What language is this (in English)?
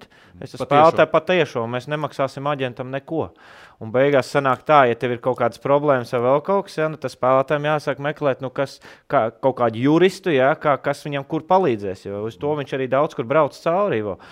Latvian